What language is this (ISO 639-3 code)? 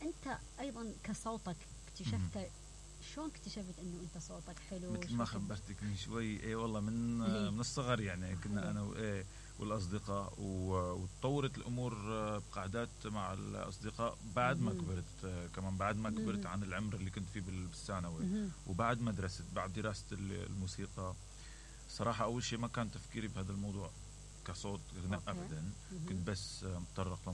acm